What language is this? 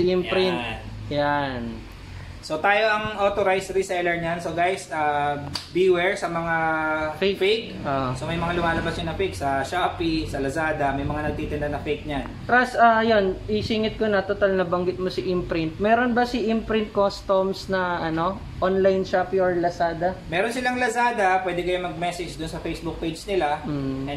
Filipino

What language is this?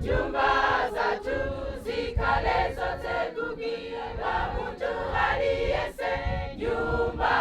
Nyanja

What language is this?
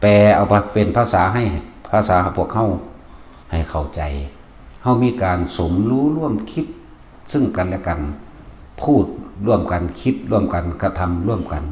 Northeastern Thai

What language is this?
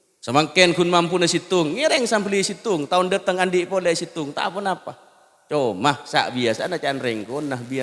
Madurese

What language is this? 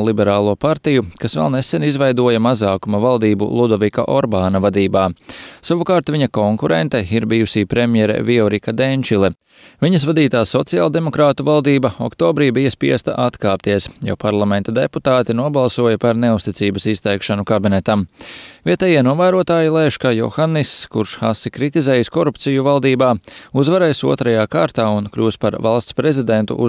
Latvian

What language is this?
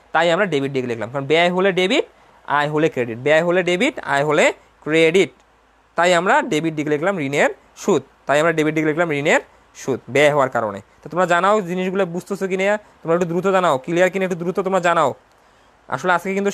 Bangla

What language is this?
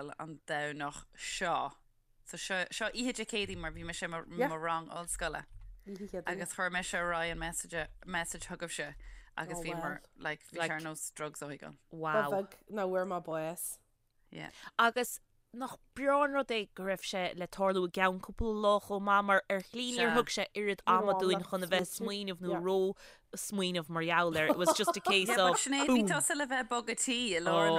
Irish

